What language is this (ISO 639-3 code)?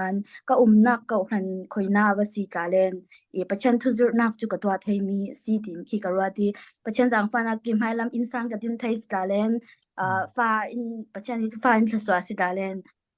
cfm